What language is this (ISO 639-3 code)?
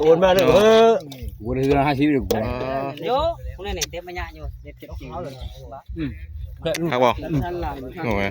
tts